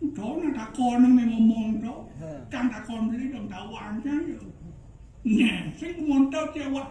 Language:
Balinese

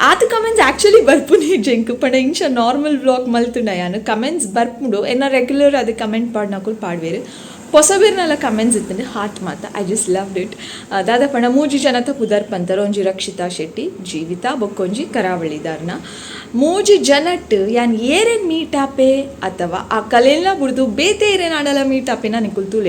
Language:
Tulu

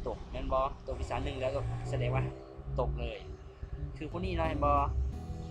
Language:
Lao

